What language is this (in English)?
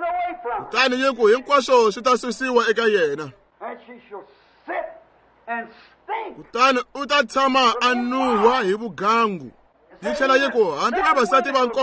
Tsonga